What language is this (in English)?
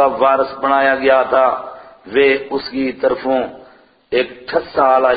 Gujari